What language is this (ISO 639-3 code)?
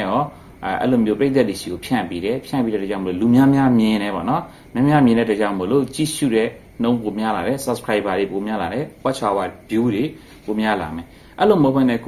mya